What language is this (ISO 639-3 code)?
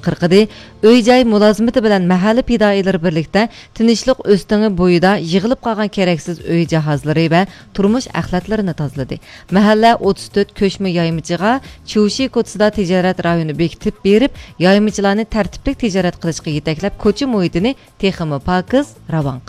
uig